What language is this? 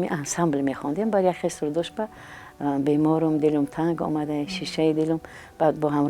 Tajik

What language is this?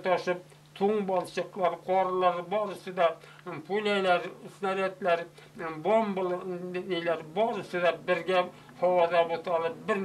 Bashkir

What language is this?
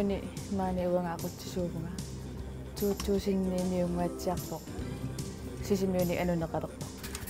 Kalaallisut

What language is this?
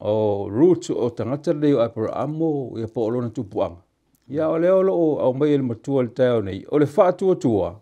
Samoan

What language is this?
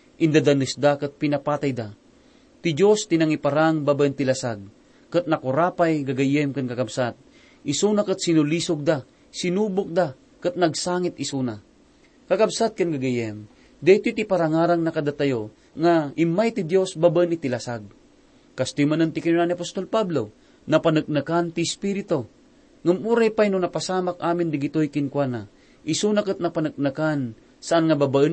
Iloko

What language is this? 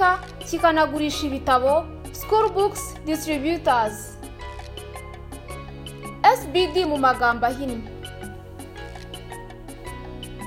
Kinyarwanda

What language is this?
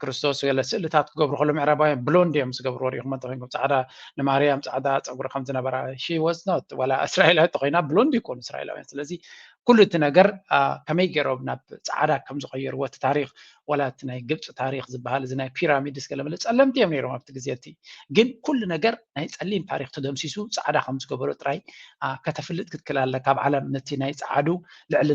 Tigrinya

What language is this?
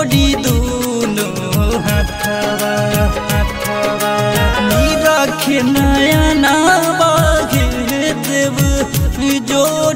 Bhojpuri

